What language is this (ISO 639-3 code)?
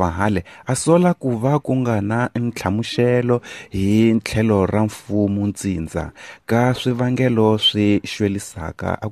tso